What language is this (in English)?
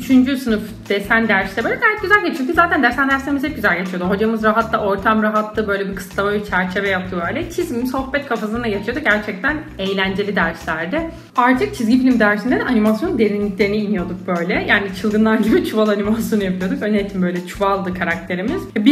Turkish